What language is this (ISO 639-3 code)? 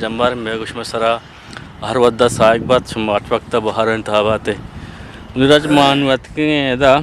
bgp